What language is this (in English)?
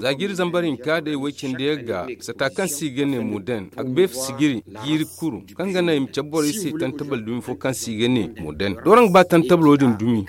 Zarma